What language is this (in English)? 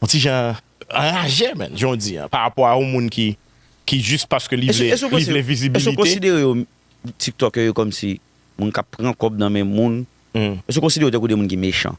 Haitian Creole